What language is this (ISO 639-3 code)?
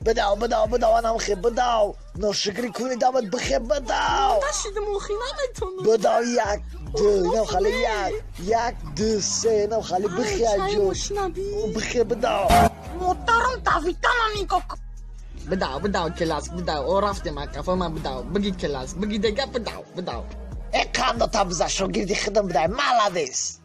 tgk